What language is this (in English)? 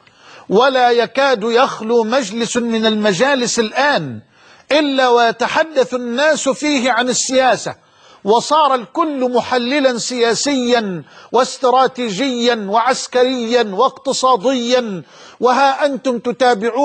Arabic